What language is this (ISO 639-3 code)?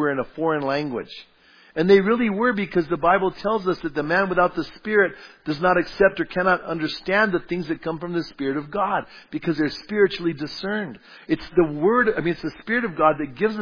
eng